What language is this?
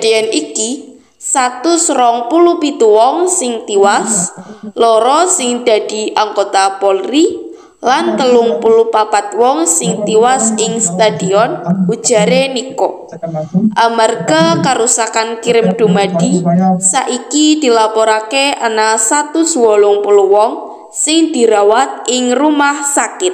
Javanese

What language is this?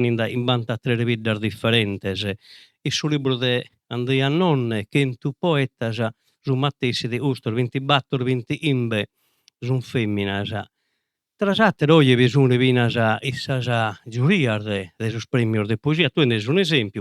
Sardinian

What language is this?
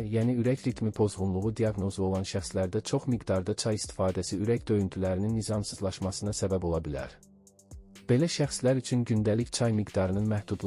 Azerbaijani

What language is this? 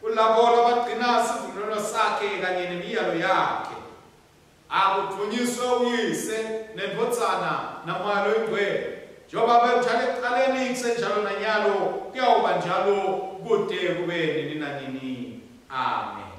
Swati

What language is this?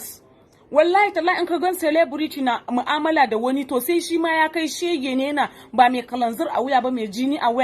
Hausa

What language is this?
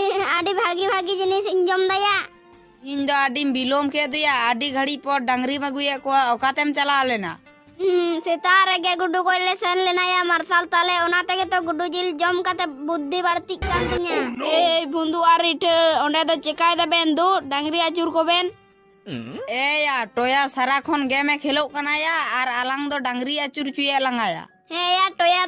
Santali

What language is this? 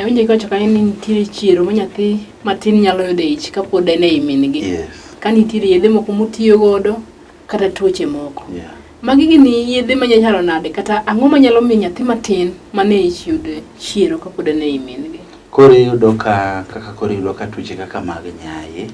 Luo (Kenya and Tanzania)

